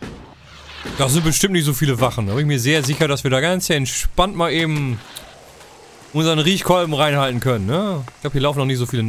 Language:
German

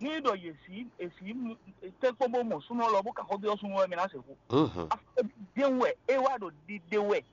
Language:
Fon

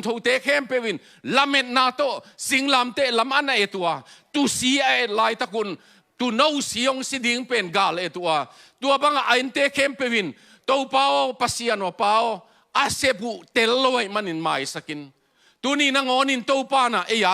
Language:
Tedim Chin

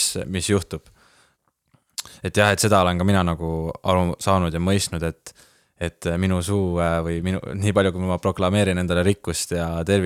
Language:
Estonian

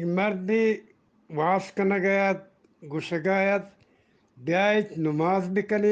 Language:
Eastern Balochi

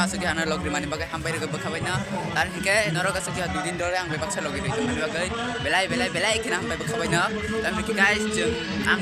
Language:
Kok Borok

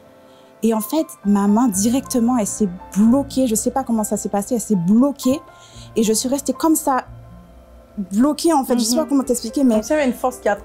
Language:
French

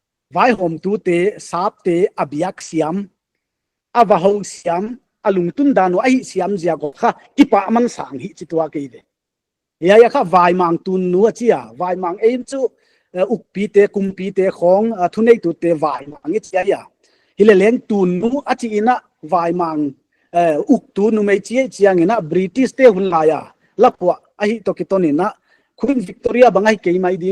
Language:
Paite Chin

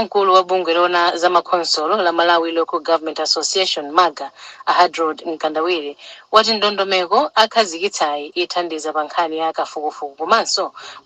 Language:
Nyanja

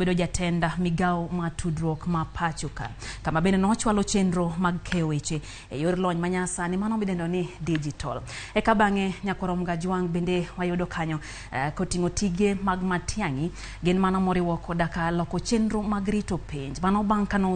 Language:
Luo (Kenya and Tanzania)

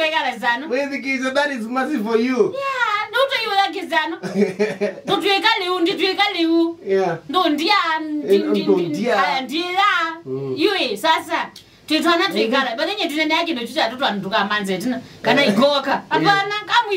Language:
Kamba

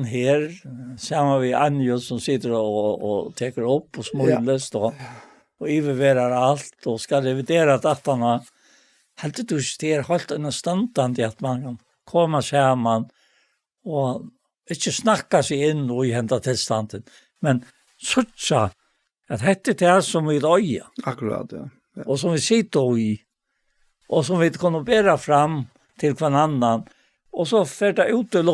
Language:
Faroese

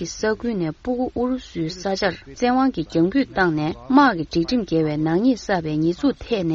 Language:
Tibetan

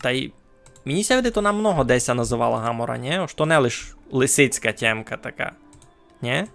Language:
Rusyn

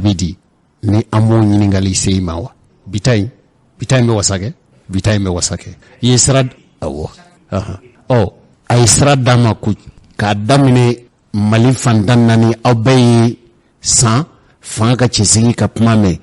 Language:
Bambara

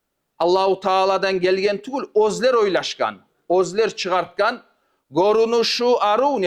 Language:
Kumyk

